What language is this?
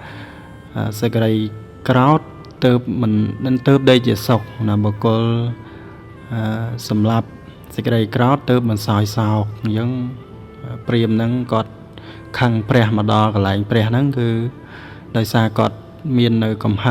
Khmer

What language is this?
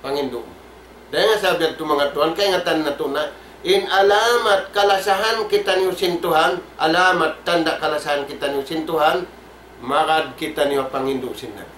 Tausug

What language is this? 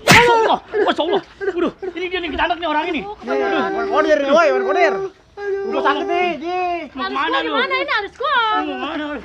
Betawi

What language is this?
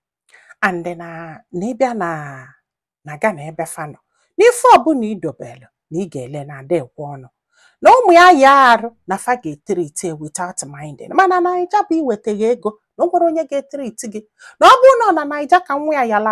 Igbo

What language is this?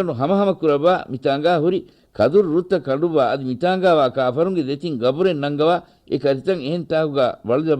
Divehi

